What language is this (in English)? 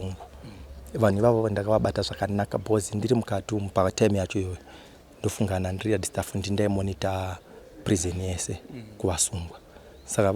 Shona